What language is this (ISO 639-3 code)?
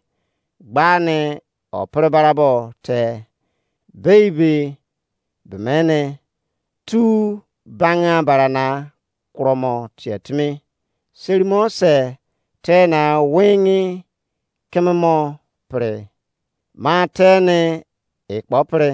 ijc